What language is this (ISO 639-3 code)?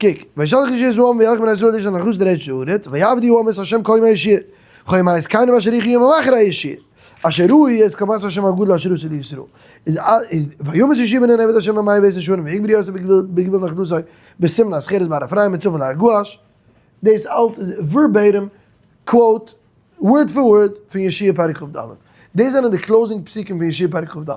yid